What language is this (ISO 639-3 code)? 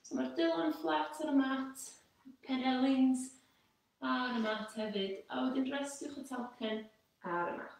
cym